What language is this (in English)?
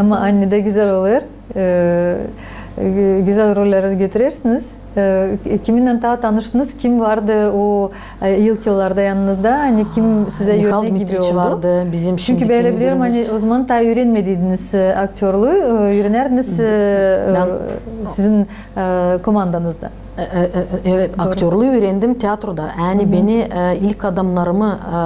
Gagauz